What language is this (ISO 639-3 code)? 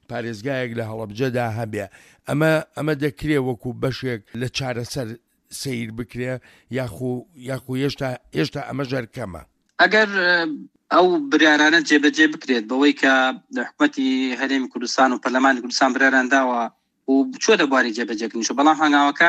ckb